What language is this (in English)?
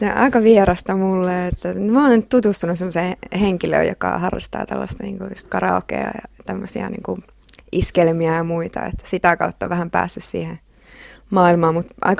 Finnish